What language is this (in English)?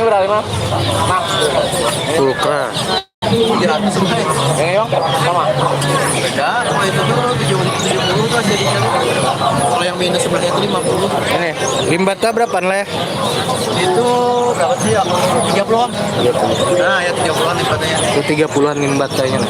Banjar